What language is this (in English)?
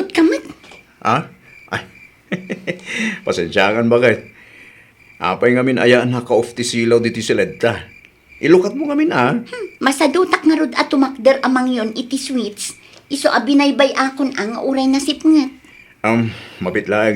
Iloko